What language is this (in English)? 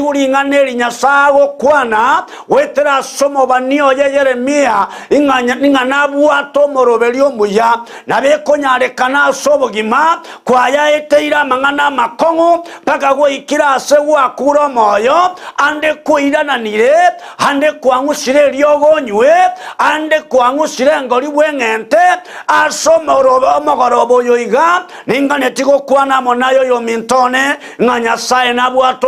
Gusii